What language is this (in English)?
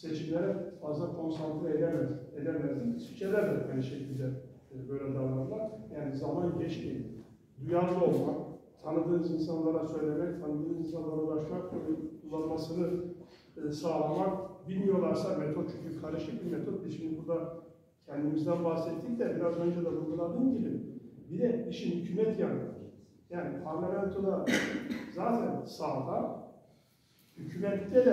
Turkish